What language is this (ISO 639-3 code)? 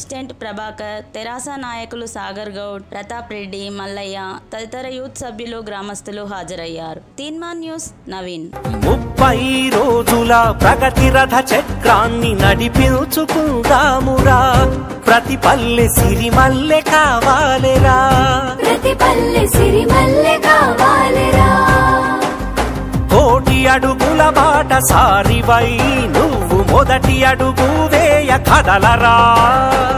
tel